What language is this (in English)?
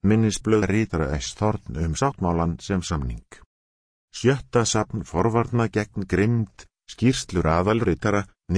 Icelandic